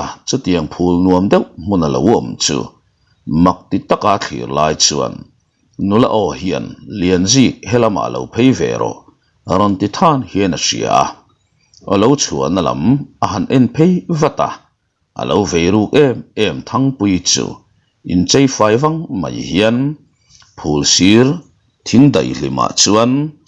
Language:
Mizo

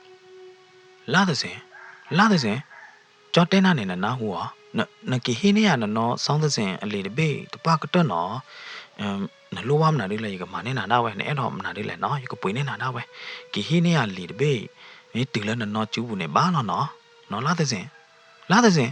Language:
S'gaw Karen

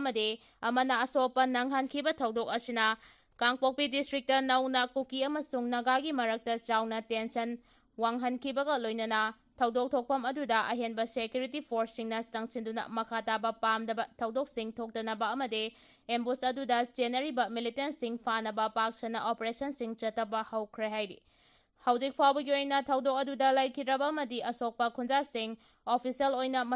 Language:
Manipuri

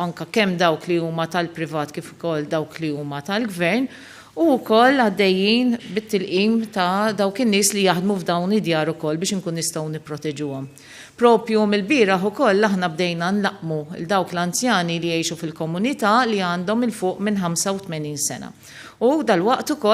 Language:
Maltese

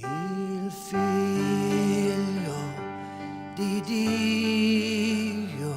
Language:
Faroese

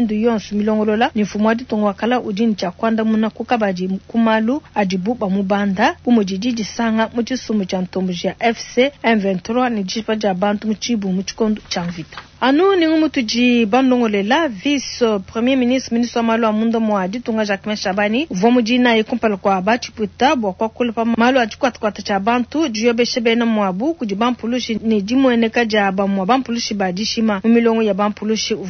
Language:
Luba-Lulua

